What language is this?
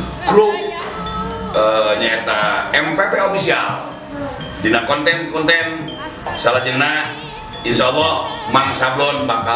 Sundanese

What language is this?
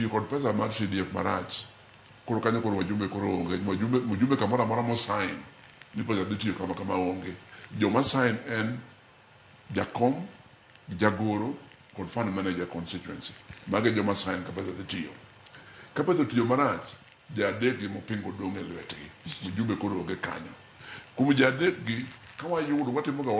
Luo (Kenya and Tanzania)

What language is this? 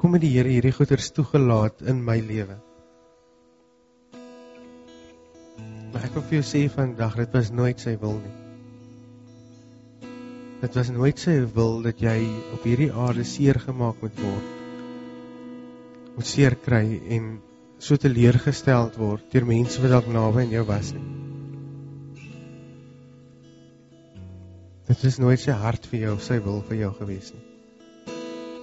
Afrikaans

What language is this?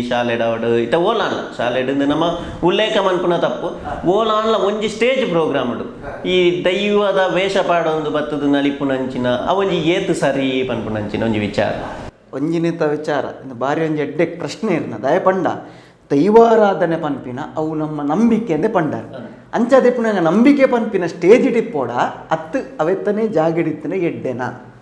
Tulu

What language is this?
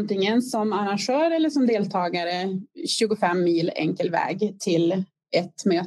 Swedish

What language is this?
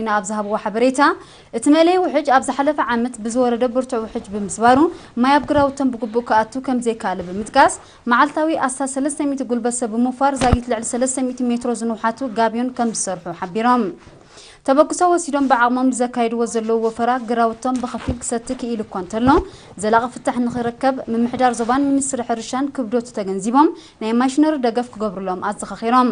Tigrinya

